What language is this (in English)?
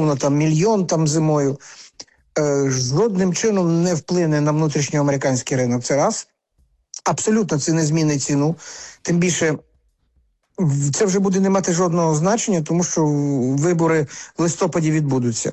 Ukrainian